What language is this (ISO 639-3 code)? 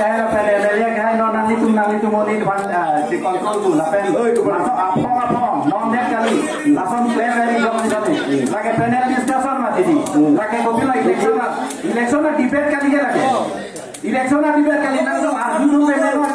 mjw